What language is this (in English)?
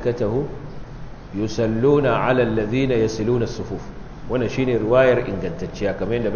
Hausa